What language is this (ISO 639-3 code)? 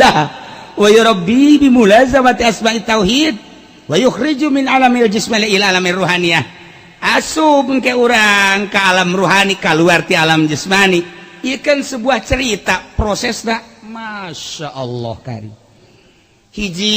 sun